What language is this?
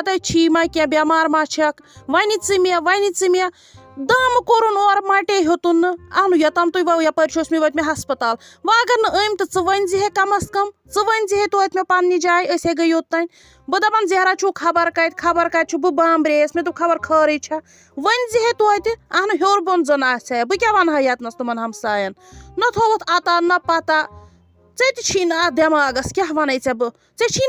Kashmiri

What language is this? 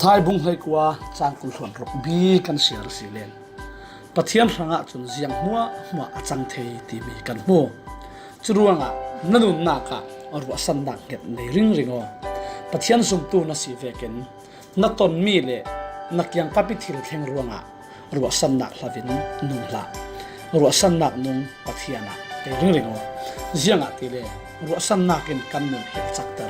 Falam Chin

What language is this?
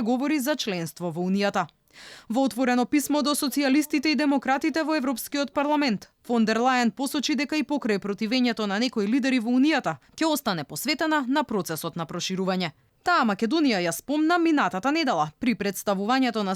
Macedonian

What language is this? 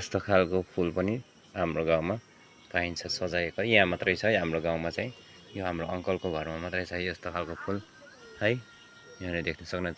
Nepali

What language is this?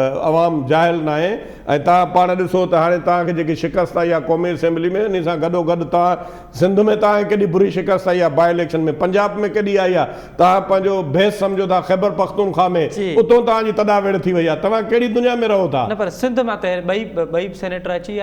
Sindhi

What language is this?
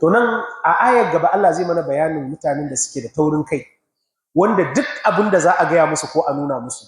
Hausa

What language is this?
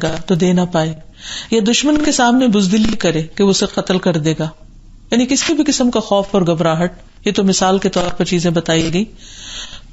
Urdu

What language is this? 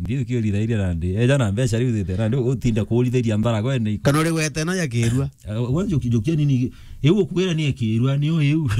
Meru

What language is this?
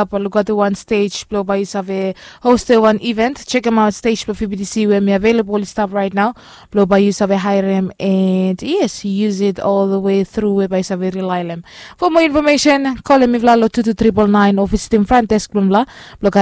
Bislama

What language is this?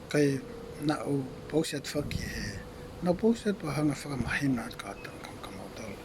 Tongan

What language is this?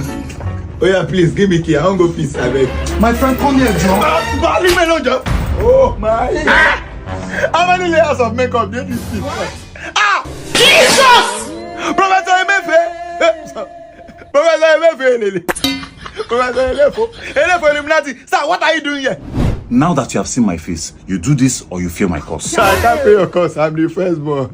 Nigerian Pidgin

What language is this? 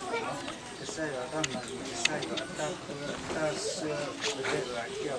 S'gaw Karen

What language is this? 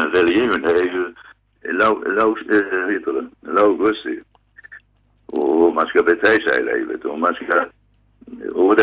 Swedish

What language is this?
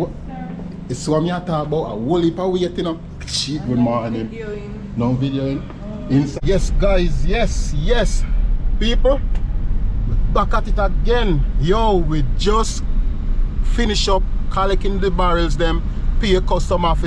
Jamaican Creole English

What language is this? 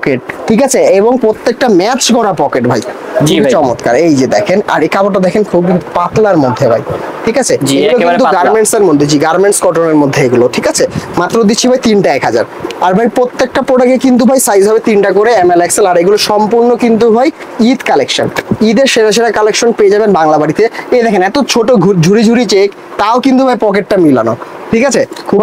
Bangla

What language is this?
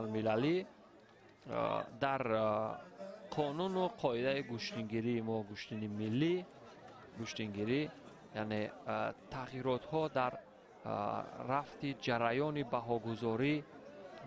Tajik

